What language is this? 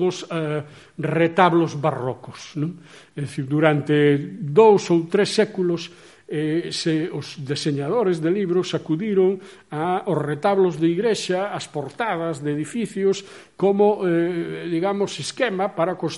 Galician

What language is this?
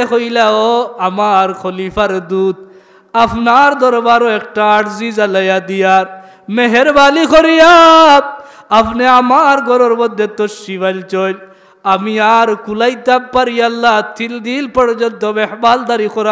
Sylheti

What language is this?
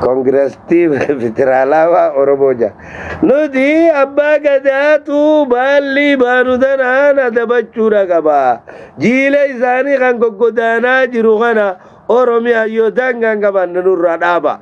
Oromo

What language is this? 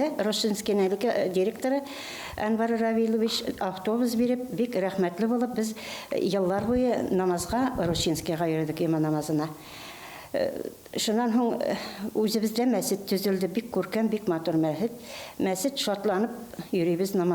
Bashkir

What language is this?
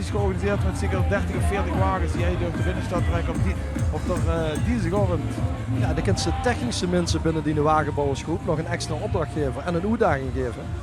Limburgish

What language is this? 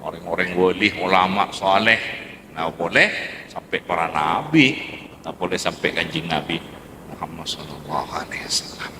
Madurese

